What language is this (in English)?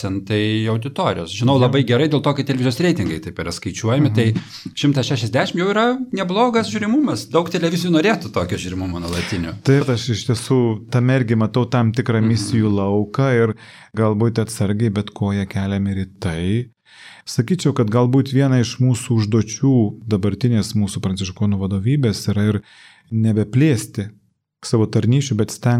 Lithuanian